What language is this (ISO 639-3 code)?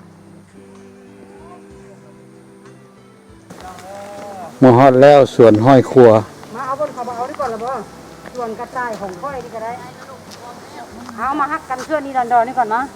lao